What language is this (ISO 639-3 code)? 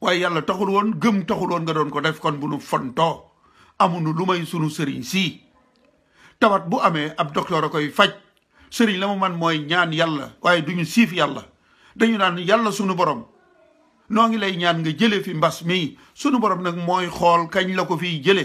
wol